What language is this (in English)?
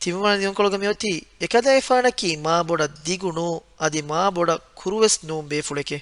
Divehi